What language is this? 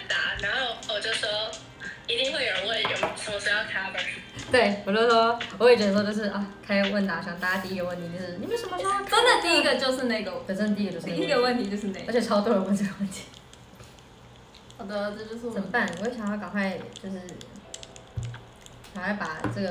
Chinese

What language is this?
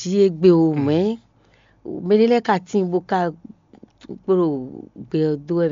Fon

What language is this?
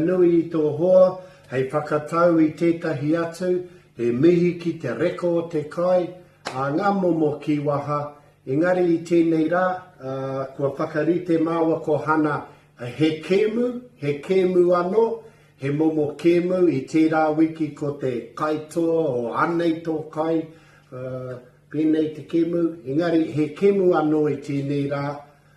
Māori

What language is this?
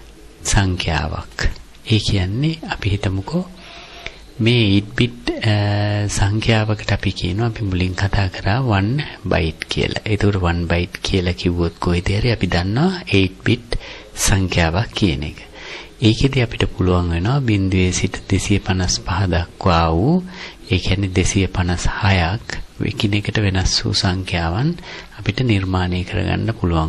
Sinhala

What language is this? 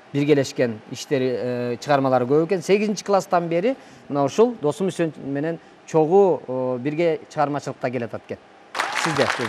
Kyrgyz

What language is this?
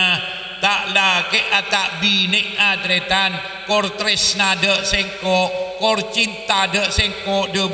Madurese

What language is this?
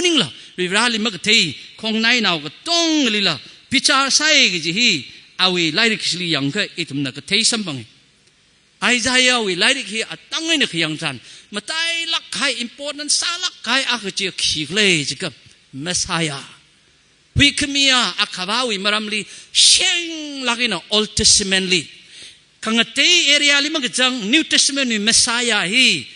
Tangkhul Naga (India)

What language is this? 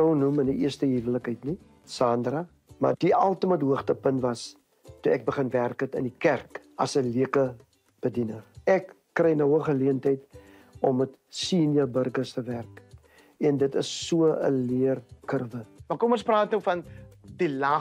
Afrikaans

